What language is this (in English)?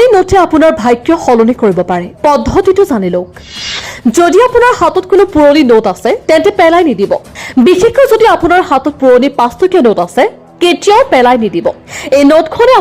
Assamese